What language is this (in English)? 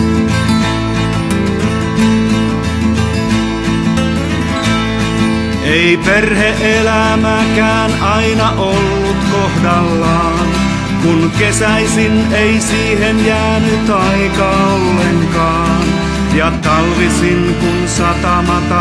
Finnish